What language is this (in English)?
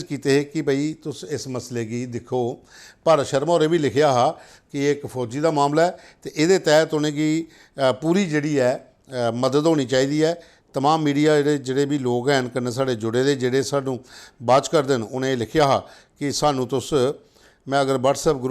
Dogri